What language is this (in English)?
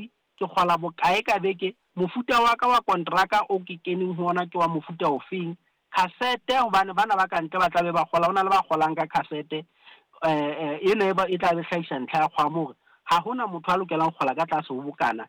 Southern Sotho